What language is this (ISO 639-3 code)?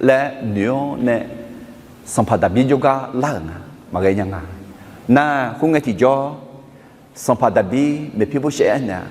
ahk